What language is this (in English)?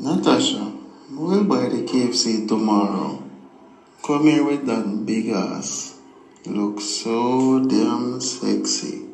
Jamaican Creole English